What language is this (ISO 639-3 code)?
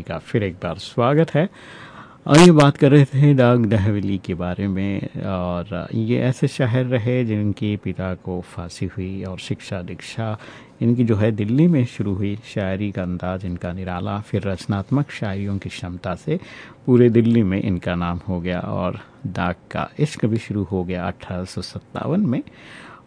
hin